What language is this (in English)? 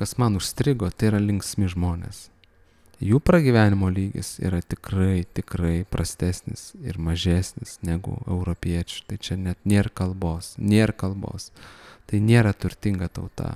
Lithuanian